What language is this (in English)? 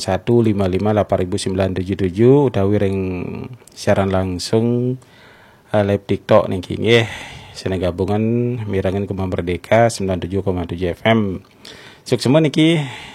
Balinese